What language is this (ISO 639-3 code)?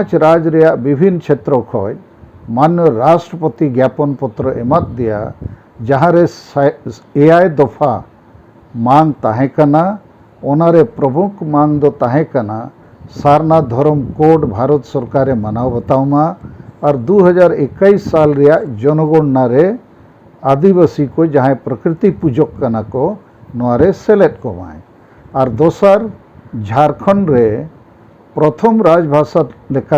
sat